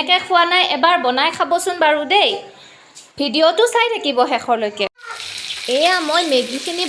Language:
Assamese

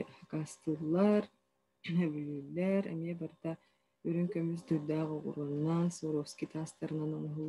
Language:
Yakut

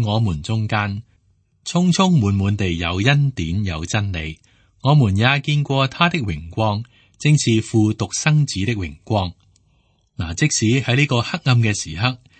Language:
Cantonese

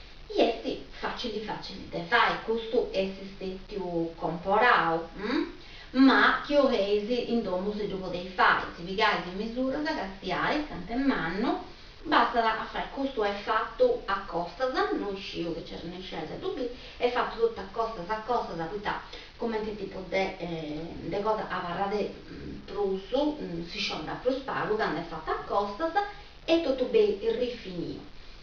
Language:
Sardinian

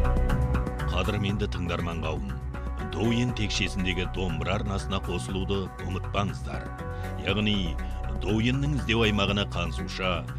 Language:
Kazakh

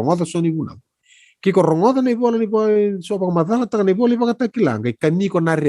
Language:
Fijian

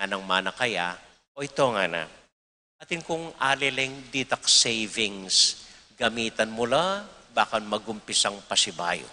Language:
Pampanga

